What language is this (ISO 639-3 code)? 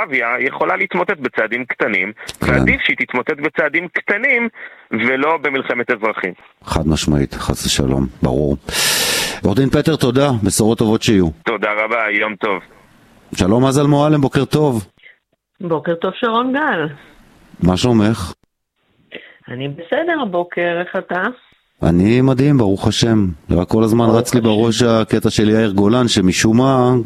heb